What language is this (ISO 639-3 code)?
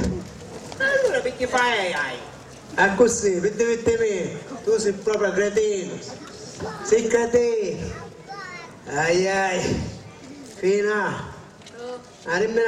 scn